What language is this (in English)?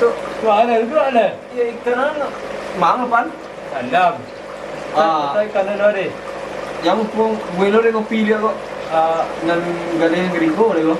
Minangkabau